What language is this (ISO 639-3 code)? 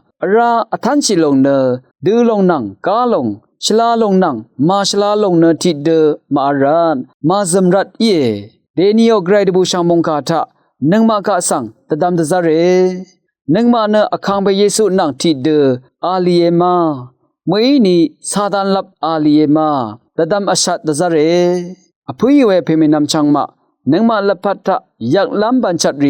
raw